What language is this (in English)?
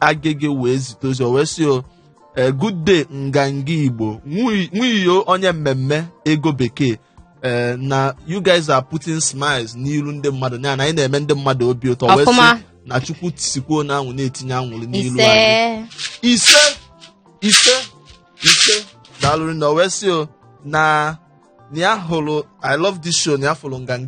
Igbo